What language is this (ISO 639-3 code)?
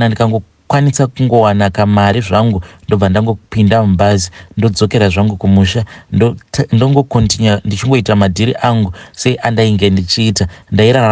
sna